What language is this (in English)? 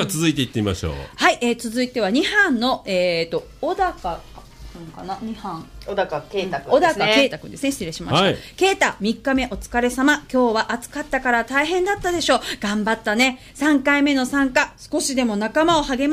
Japanese